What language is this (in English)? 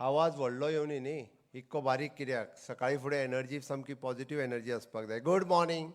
Konkani